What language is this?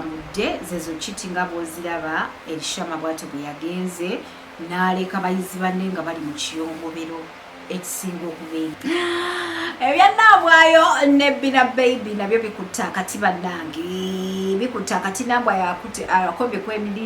Ganda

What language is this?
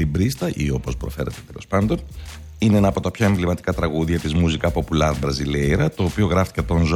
Greek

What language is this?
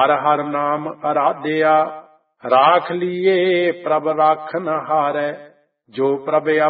Punjabi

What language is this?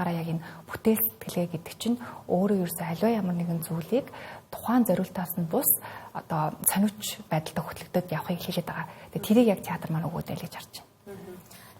Mongolian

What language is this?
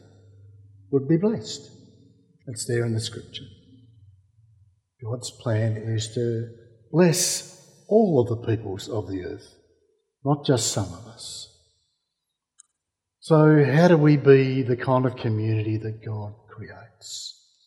English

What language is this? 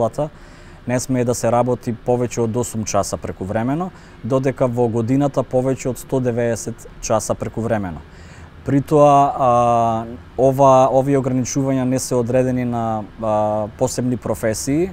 Macedonian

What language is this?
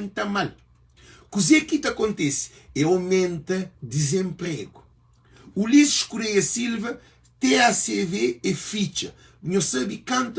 Kabuverdianu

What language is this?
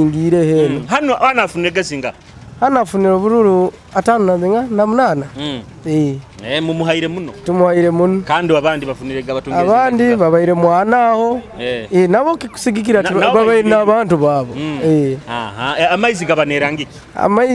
Nyoro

